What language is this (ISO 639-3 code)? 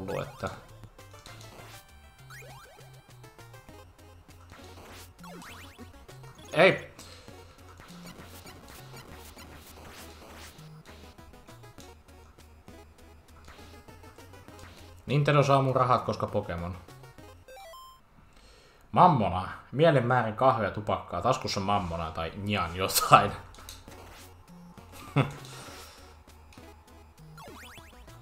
fin